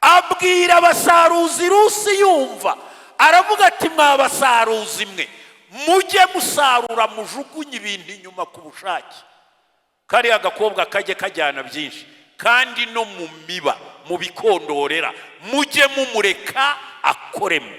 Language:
Kinyarwanda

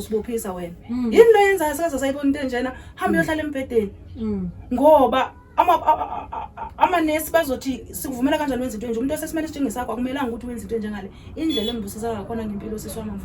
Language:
Zulu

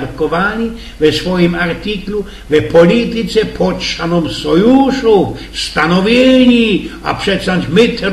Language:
Silesian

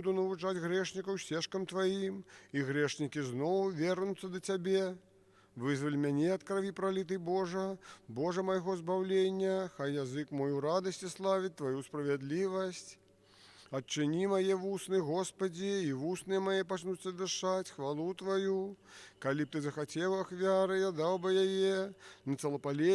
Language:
Belarusian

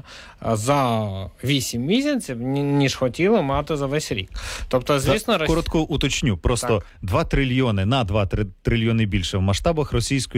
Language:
Ukrainian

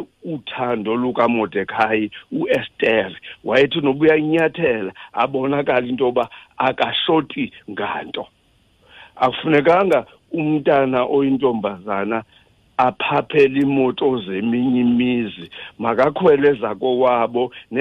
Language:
Xhosa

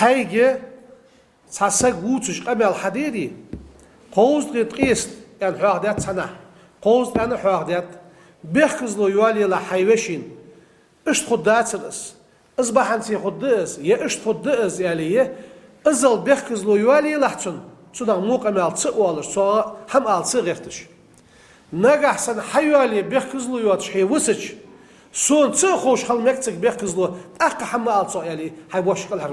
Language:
Ingush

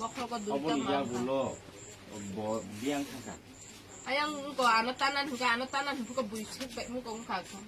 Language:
Kok Borok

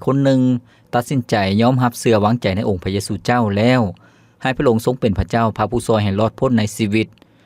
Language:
Lao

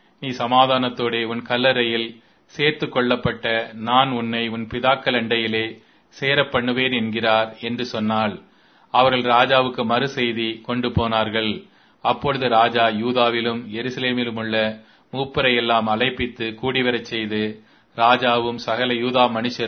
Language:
Tamil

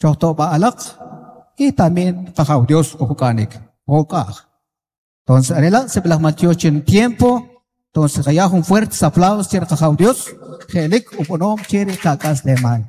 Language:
Kʼicheʼ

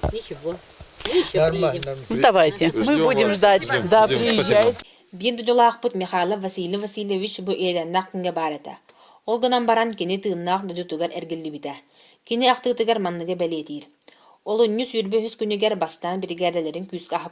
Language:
Yakut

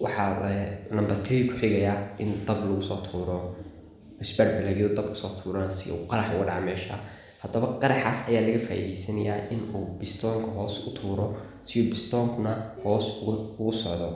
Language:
Somali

